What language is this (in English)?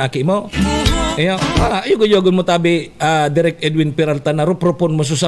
Bikol